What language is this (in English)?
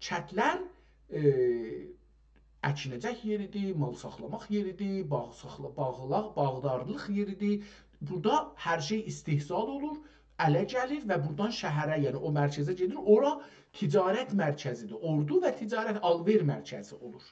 South Azerbaijani